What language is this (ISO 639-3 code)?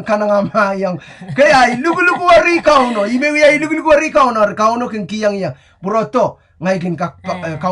pon